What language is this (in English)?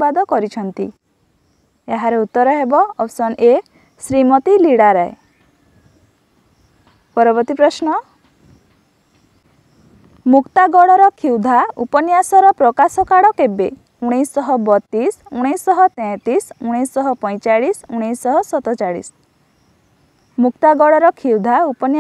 Odia